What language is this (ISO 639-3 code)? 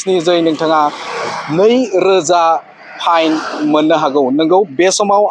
brx